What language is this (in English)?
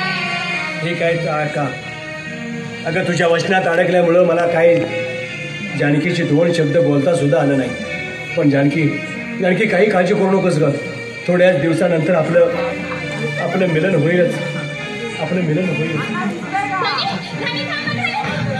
Marathi